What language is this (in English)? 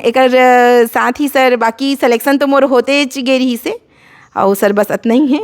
Chhattisgarhi